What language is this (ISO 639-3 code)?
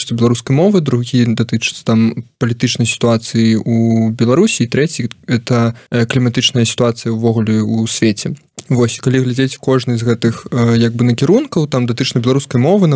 bel